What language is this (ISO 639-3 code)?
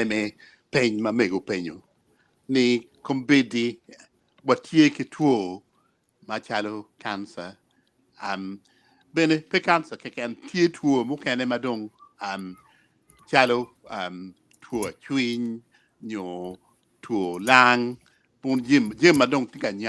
ach